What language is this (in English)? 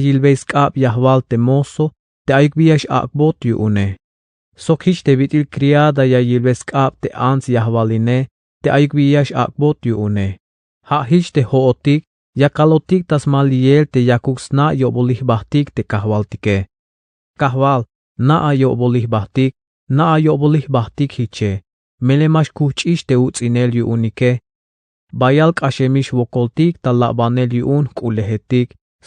Tzeltal